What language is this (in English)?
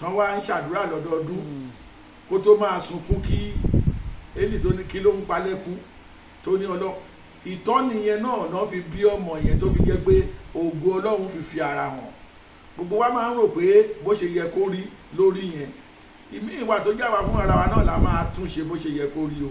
Yoruba